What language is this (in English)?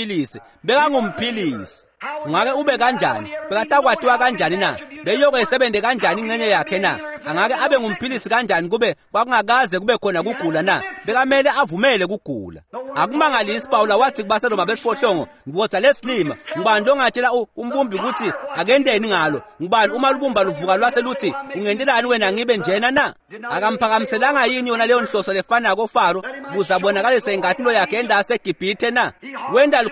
Swati